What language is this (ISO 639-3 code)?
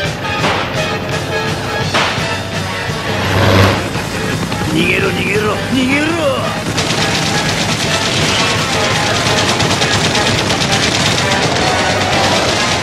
jpn